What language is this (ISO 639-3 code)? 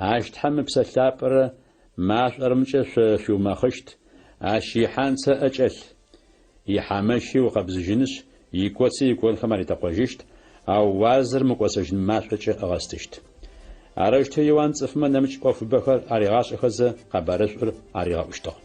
ady